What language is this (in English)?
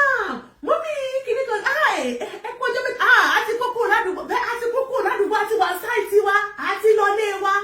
Yoruba